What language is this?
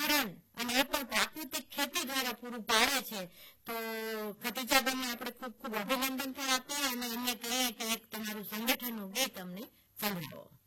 Gujarati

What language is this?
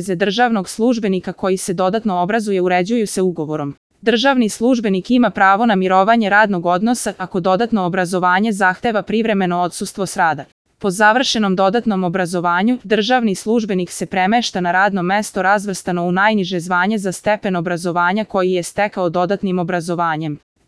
Serbian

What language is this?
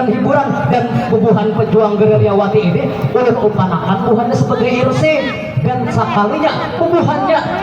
Banjar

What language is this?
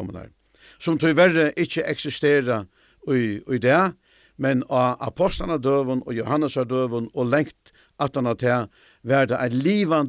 Faroese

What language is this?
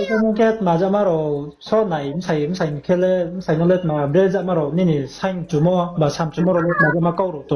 Riang (India)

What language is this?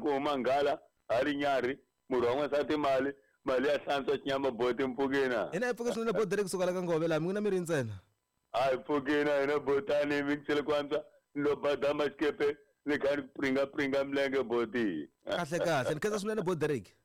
Tsonga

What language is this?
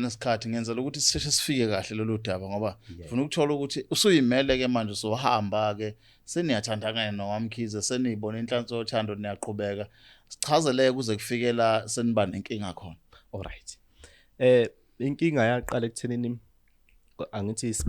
Zulu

